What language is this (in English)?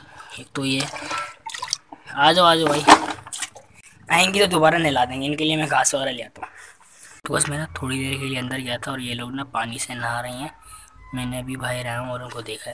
Hindi